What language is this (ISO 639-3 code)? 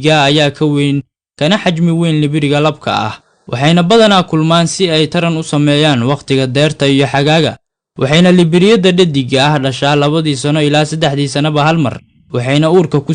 som